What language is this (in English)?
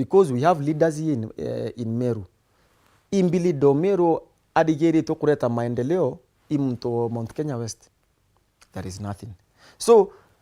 Meru